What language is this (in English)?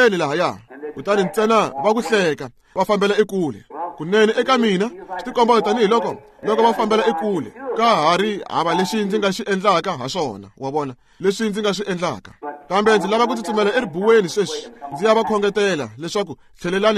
Tsonga